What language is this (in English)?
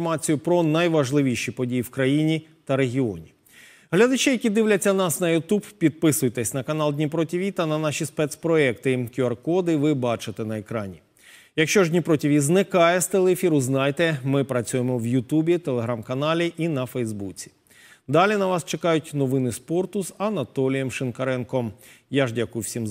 Ukrainian